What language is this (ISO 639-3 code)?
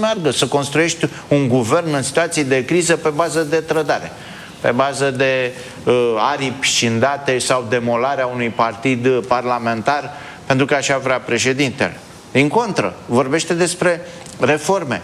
ron